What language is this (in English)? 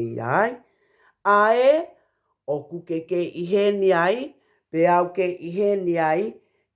Tongan